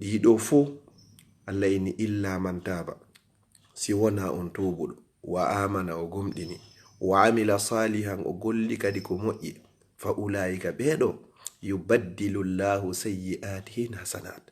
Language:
Fula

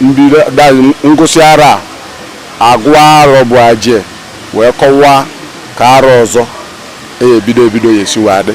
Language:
Igbo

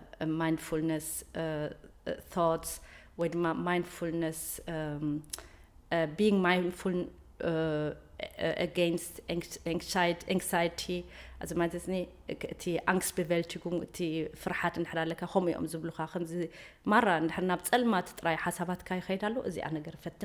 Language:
Tigrinya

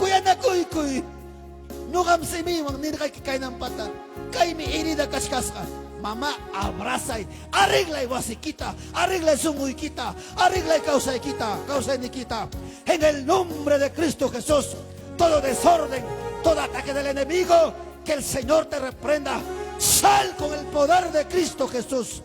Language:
Ayacucho Quechua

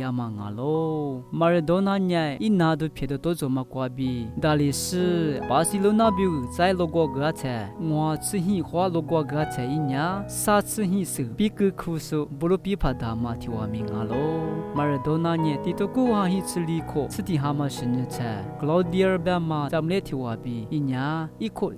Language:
Lisu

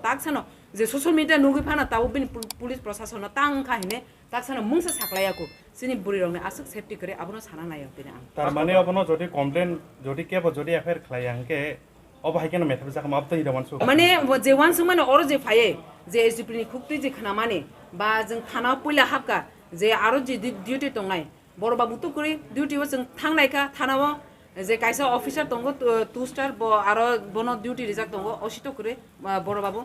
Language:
Kok Borok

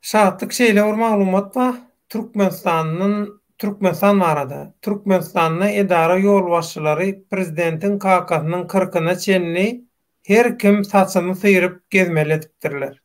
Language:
Turkmen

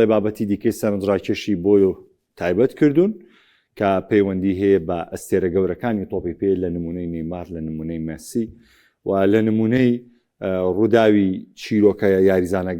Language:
Central Kurdish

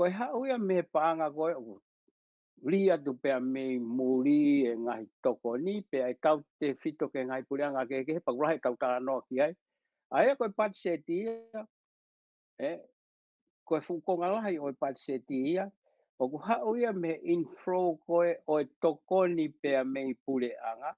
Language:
Tongan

